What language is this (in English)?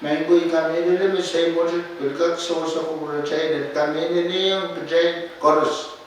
Pohnpeian